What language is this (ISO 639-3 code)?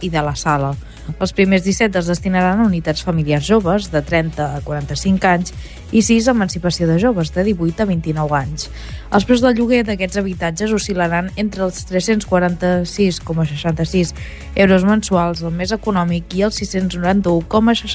cat